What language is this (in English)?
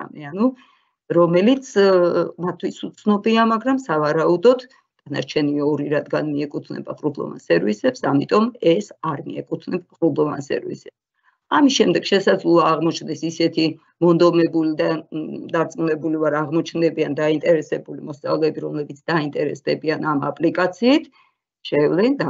Georgian